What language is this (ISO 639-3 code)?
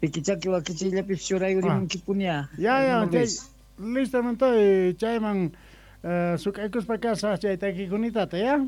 que